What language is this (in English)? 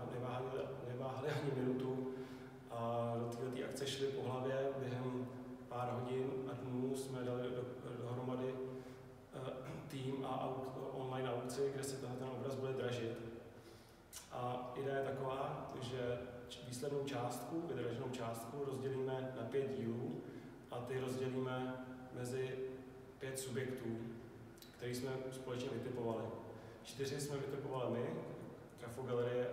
Czech